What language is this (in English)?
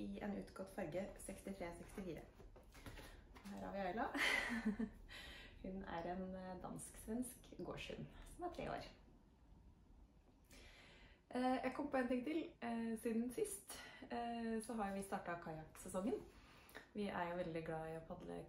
Norwegian